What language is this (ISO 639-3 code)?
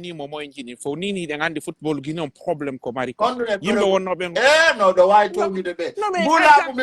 fuf